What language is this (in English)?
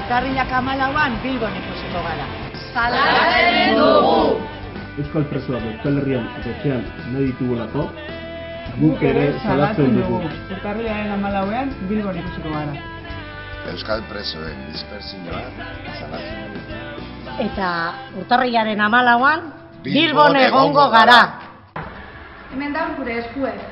Basque